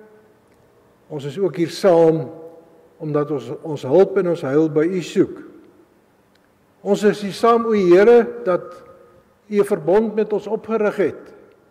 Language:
Afrikaans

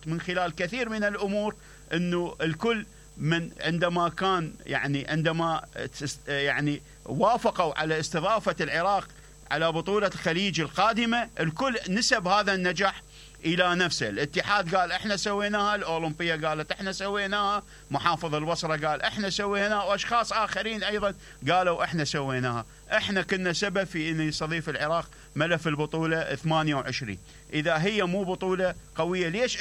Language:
Mesopotamian Arabic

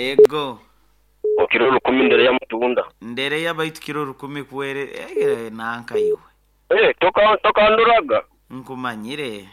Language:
Nyankole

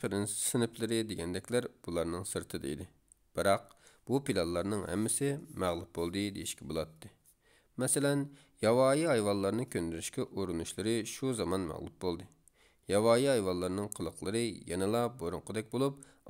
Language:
Uyghur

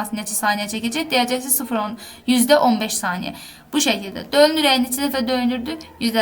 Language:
Azerbaijani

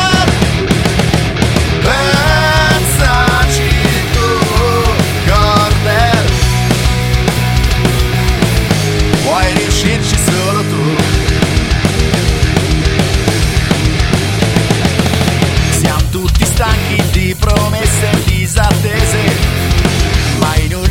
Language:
Italian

